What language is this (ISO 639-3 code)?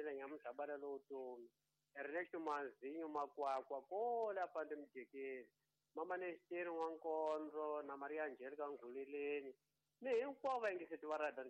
tso